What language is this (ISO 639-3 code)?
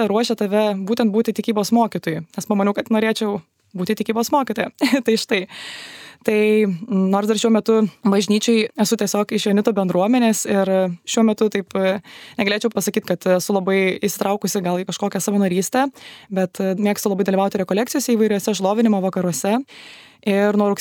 lit